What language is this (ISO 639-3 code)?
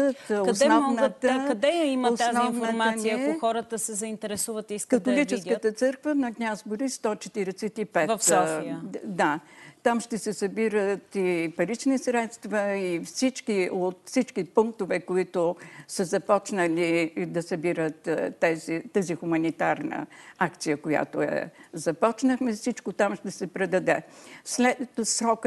bul